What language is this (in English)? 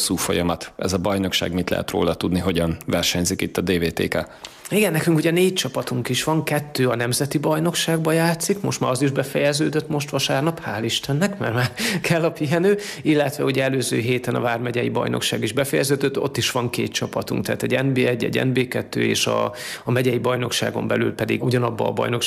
Hungarian